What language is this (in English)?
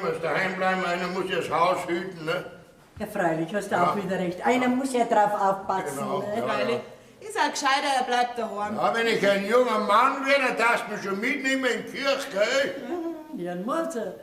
Bavarian